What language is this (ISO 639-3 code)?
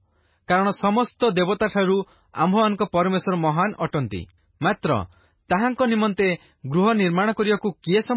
ori